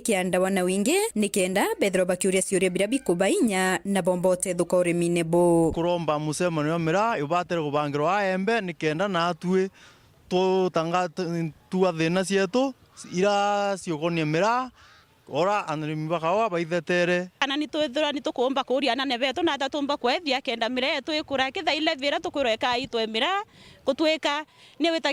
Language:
Meru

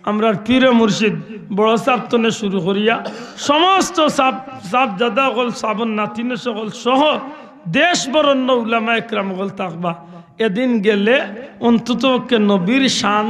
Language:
Sylheti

